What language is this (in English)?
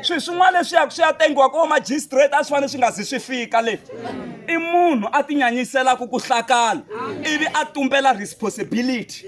Tsonga